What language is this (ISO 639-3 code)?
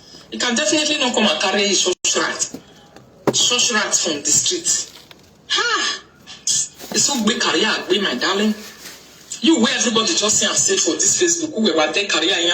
pcm